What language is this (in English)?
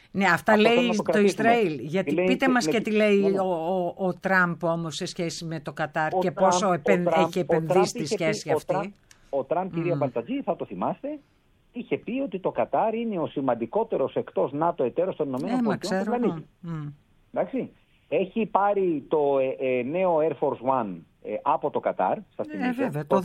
Greek